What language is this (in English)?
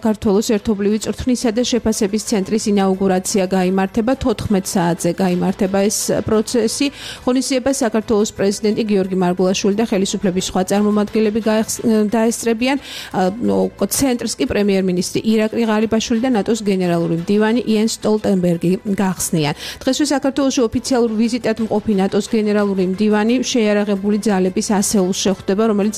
Georgian